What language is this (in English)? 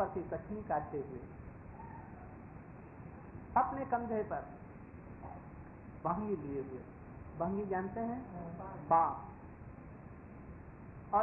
Hindi